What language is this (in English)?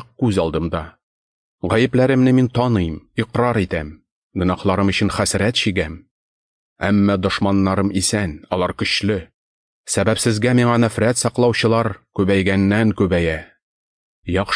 Tatar